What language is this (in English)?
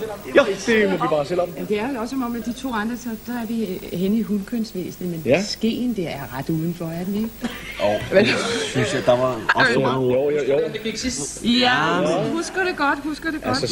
Danish